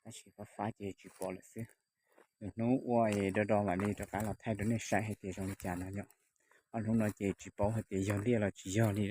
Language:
Hmong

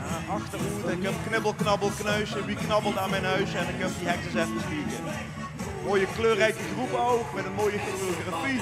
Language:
Limburgish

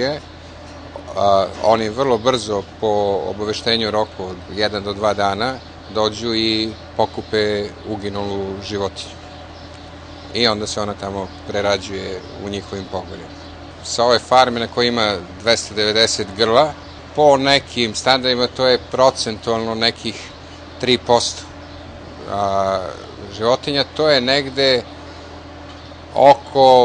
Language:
Serbian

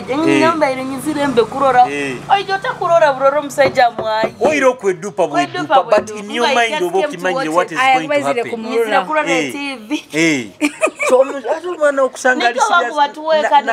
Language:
Nyoro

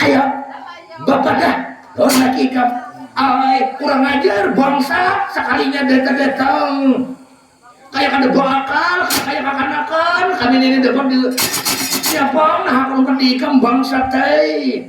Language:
Banjar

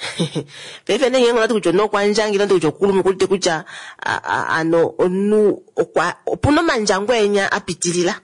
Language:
Kuanyama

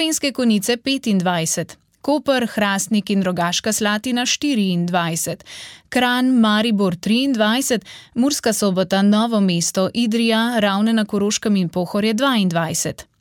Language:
Slovenian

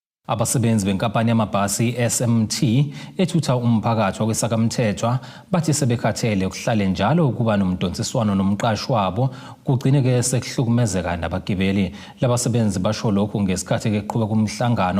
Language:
Zulu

